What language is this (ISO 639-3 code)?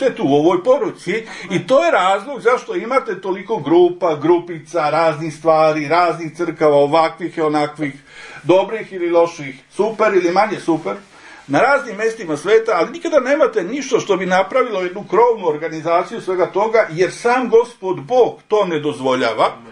srp